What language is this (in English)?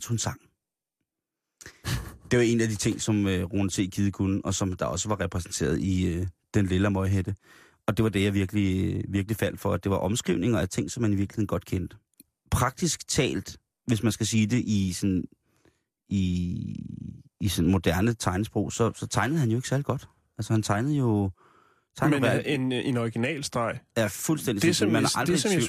Danish